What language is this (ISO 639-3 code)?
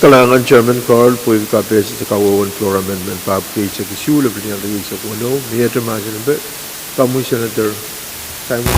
pon